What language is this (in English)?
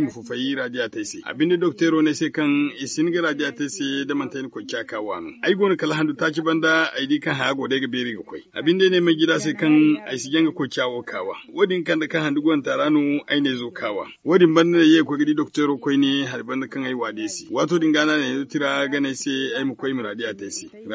Zarma